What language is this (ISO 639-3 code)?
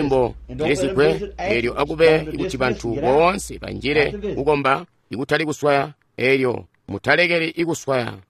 toi